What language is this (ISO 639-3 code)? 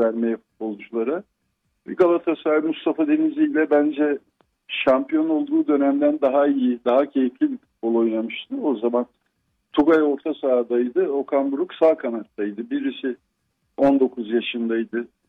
tur